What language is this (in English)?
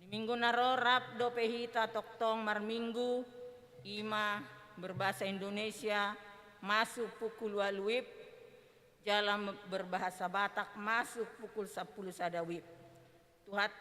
Batak Toba